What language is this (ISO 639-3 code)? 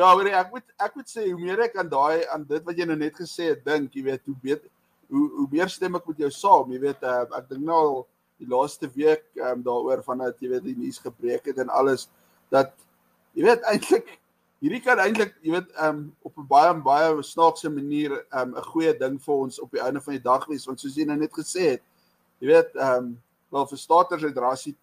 afr